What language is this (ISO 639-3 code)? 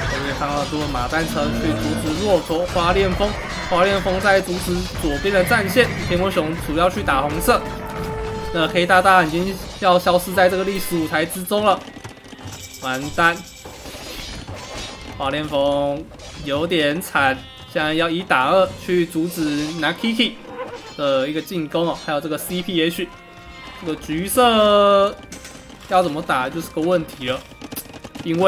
zho